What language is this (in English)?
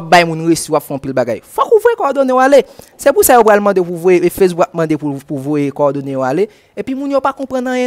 Haitian Creole